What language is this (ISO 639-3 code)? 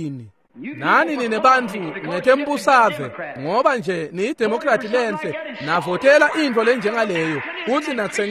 ssw